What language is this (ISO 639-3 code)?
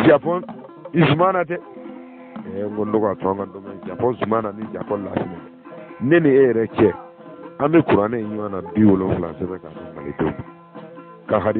bam